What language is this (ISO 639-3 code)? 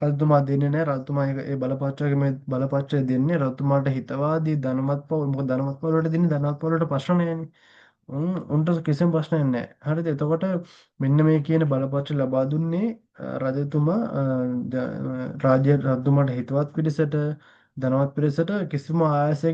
sin